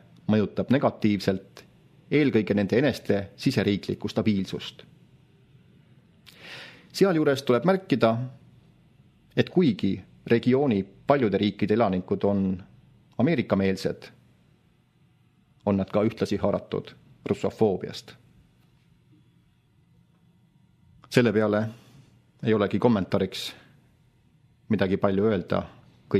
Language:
Estonian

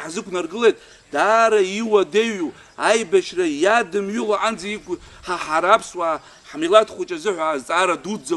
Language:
Abkhazian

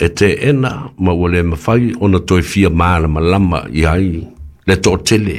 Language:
Samoan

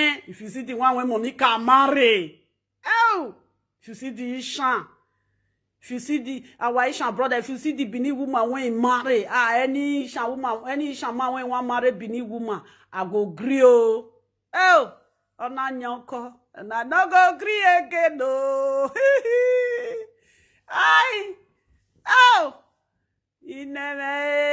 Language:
Nigerian Pidgin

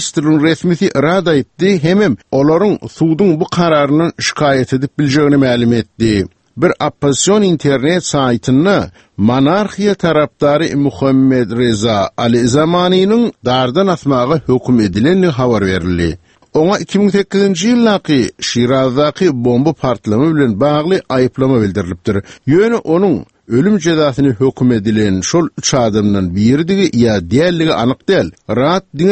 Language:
Turkmen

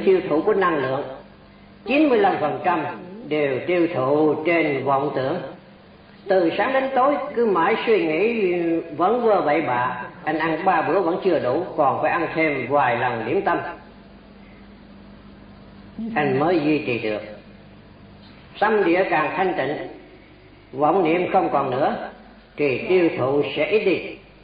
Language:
Vietnamese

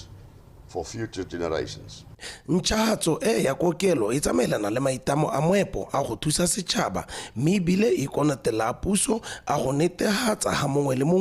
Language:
Tswana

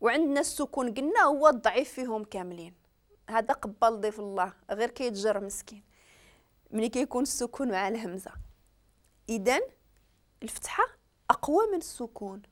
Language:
Moroccan Arabic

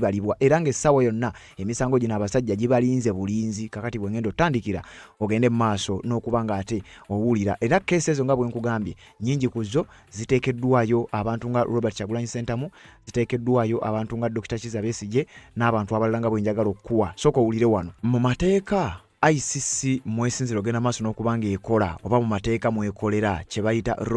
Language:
Ganda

